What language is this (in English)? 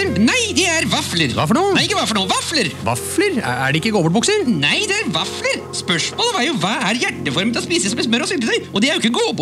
Norwegian